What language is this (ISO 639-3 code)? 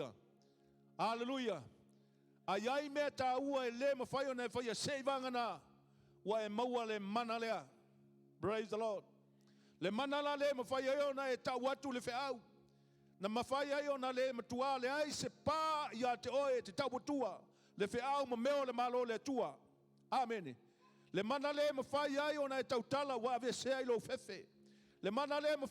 smo